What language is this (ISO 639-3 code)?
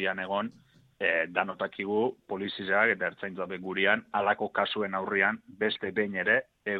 eus